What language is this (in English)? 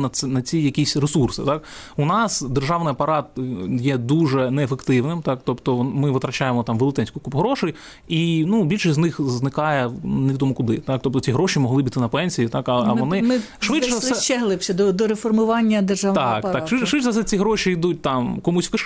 Ukrainian